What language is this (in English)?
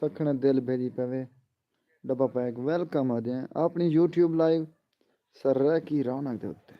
Saraiki